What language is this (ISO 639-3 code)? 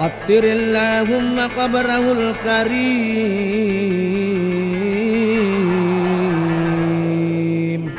bug